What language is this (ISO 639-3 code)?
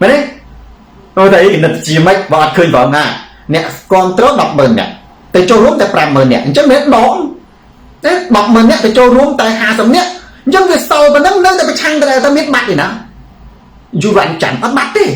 khm